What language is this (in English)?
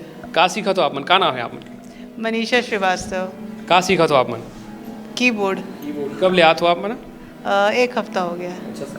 Chhattisgarhi